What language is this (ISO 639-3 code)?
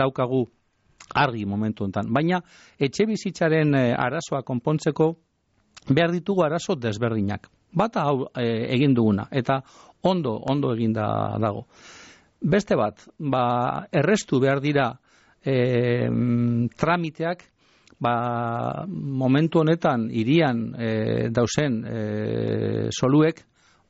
eus